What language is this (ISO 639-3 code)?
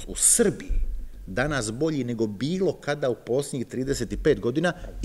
srp